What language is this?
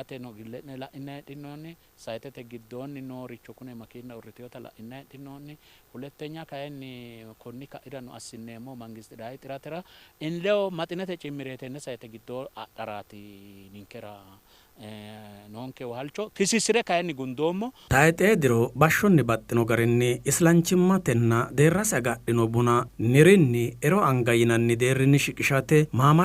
Sidamo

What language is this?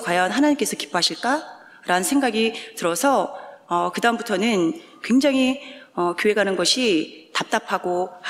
Korean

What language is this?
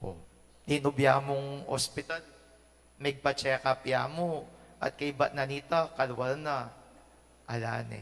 Pampanga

